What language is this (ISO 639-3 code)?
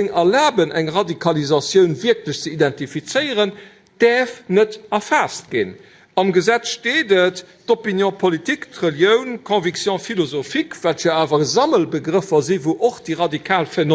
ltz